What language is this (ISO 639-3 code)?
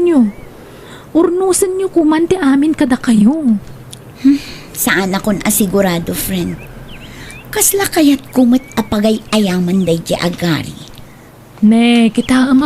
ilo